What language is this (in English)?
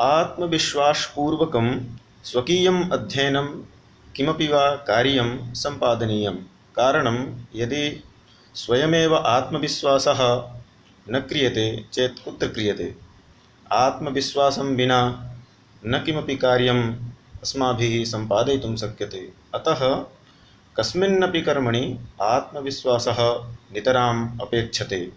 Sanskrit